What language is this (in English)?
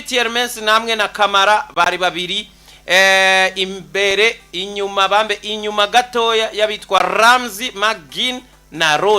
Rundi